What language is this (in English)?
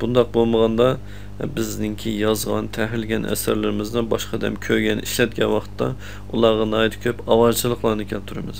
Uyghur